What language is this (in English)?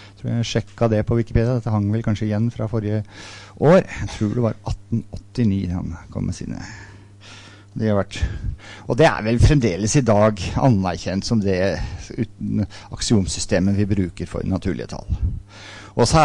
Norwegian